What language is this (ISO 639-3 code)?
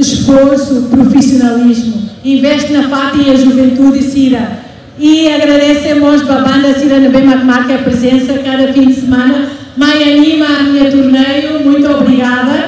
tet